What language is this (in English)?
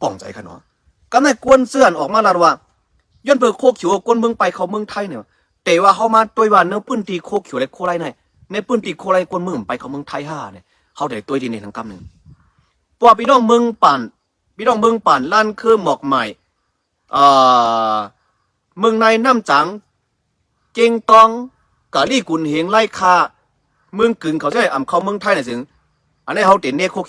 Shan